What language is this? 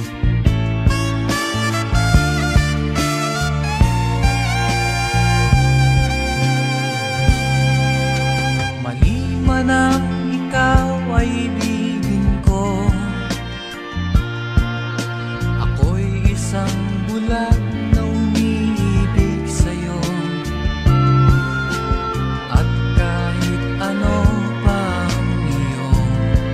Filipino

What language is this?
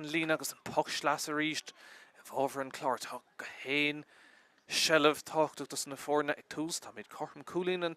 Irish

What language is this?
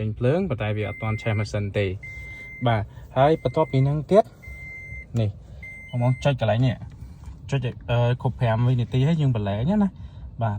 Khmer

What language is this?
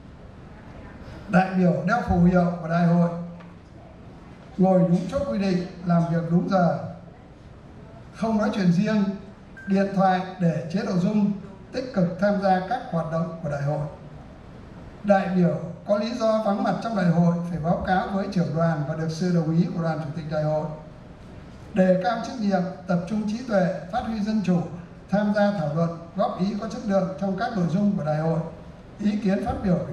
Vietnamese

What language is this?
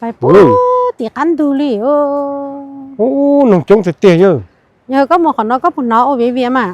Hmong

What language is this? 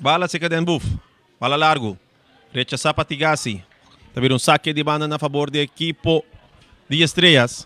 Papiamento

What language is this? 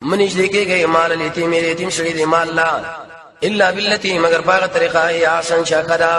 Pashto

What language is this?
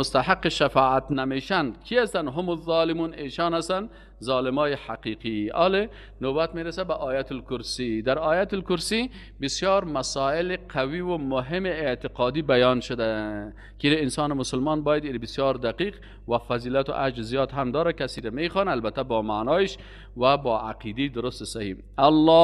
Persian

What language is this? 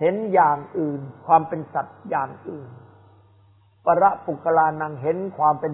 Thai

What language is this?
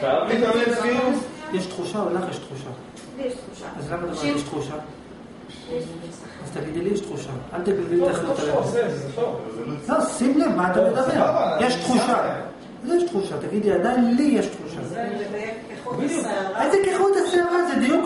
Hebrew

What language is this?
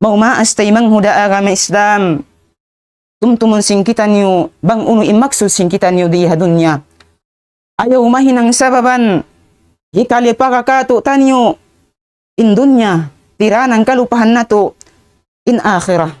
Tausug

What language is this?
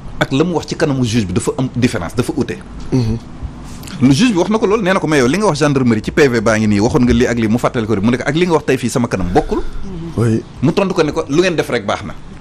Wolof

